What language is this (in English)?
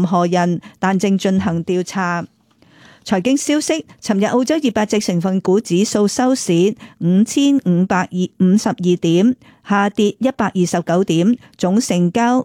Cantonese